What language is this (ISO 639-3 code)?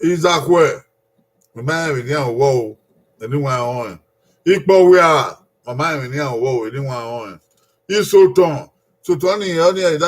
bin